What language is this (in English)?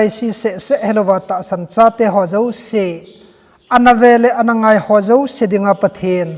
Thado Chin